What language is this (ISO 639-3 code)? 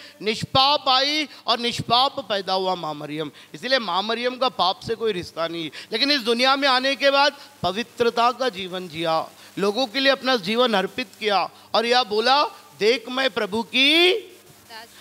hin